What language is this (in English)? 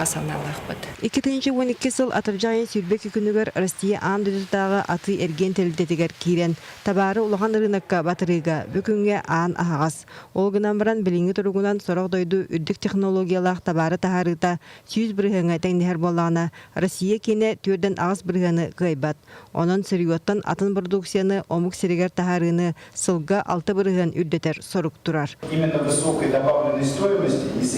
Yakut